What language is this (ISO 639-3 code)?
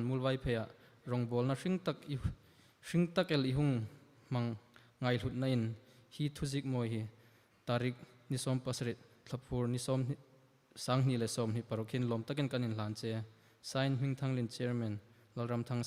hmr